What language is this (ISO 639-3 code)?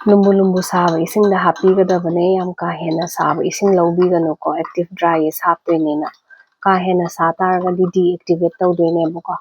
mni